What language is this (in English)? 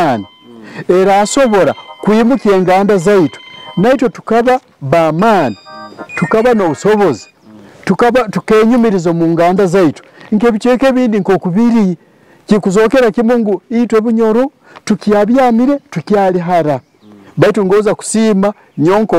Nyoro